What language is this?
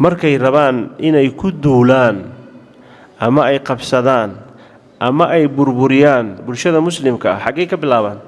Somali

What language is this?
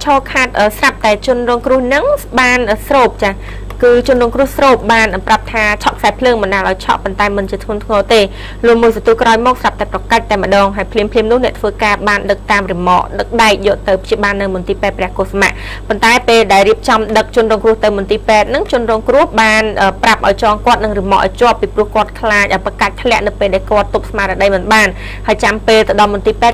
Khmer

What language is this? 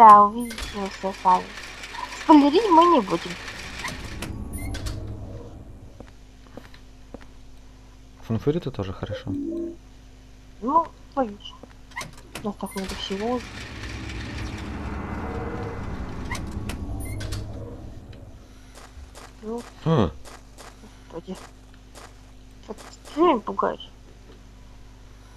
Russian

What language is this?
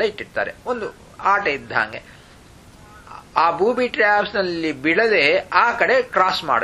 Kannada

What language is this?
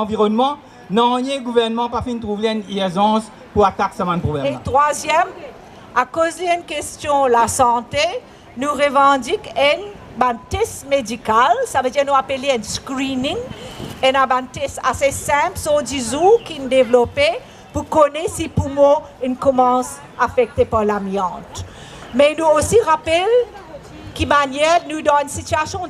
Morisyen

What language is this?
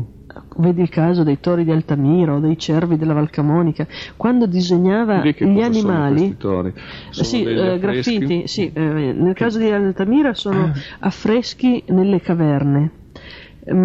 Italian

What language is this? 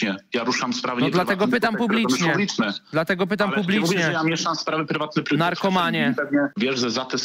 Polish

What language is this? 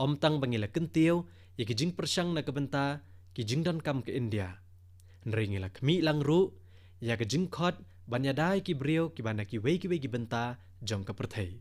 Khasi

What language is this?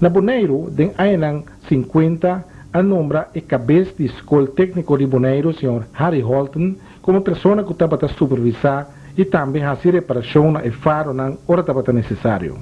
Papiamento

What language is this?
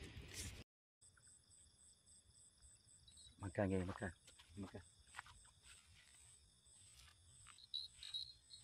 Malay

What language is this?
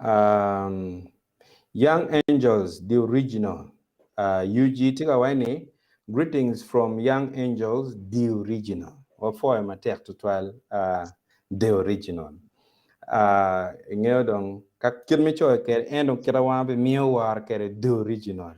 Acoli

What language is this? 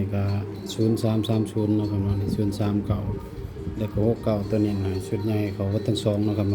Northeastern Thai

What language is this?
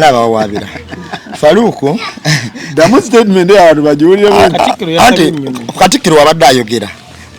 Ganda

